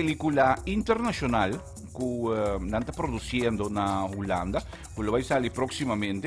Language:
Papiamento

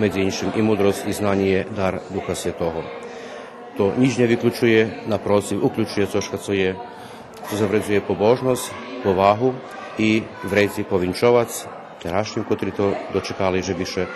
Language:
Rusyn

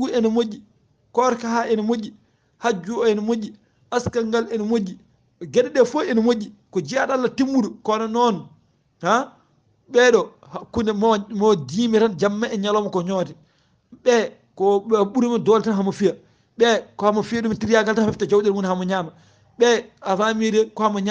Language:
Fula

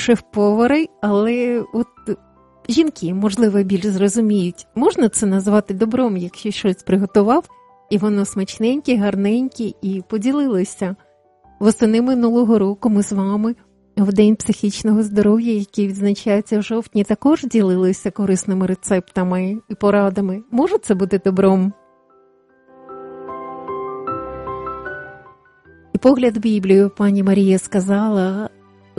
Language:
Ukrainian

